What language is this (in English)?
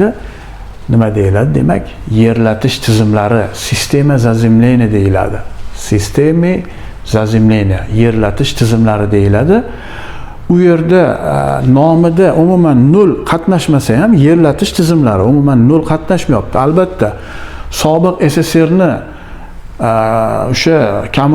Uzbek